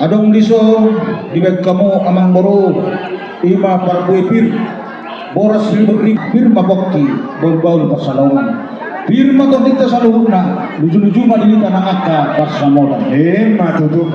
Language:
Batak Toba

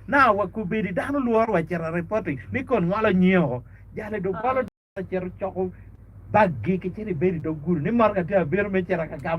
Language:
Acoli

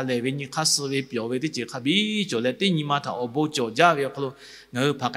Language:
Lahu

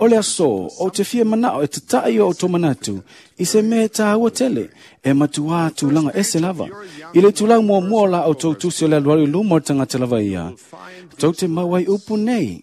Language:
Samoan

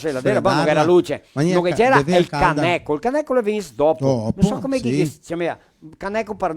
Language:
Venetian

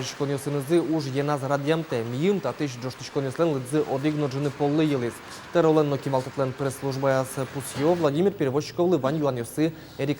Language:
Udmurt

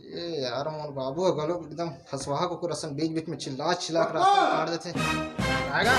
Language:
Chhattisgarhi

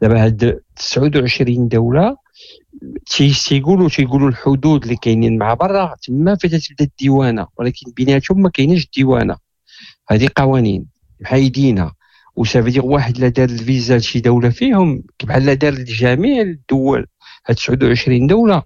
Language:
Moroccan Arabic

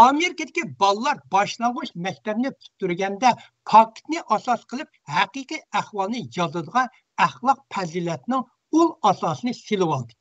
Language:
Uyghur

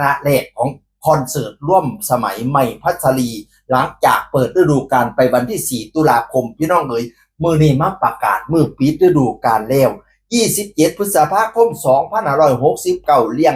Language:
Northeastern Thai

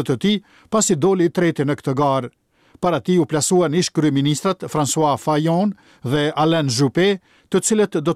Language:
Albanian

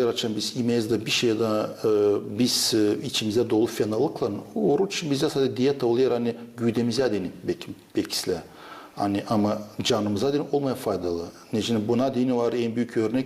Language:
Gagauz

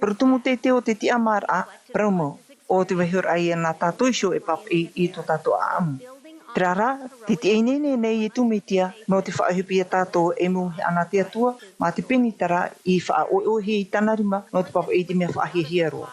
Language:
Tahitian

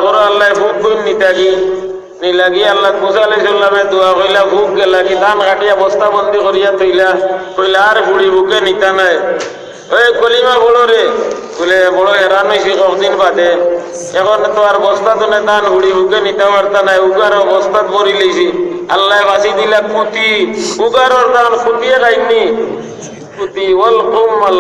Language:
Sylheti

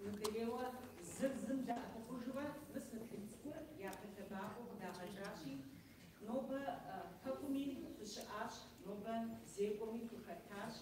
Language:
Kabardian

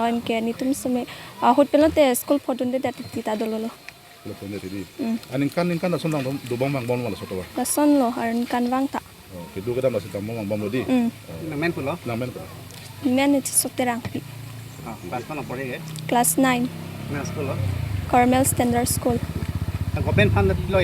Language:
Karbi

